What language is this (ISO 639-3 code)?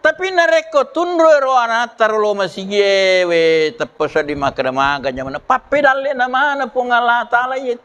bug